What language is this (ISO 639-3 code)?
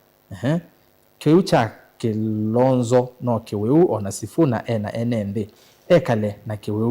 kam